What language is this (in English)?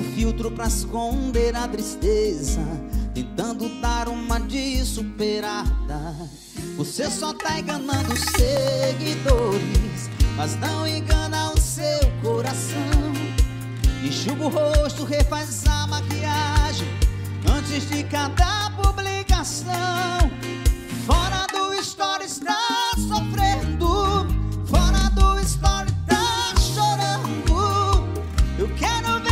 Portuguese